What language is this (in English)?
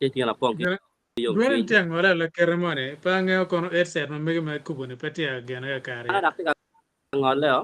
Acoli